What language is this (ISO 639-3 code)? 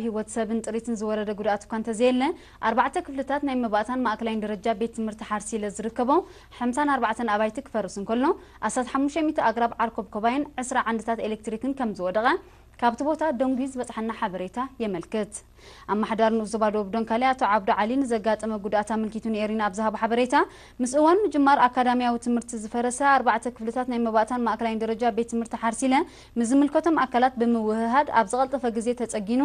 tir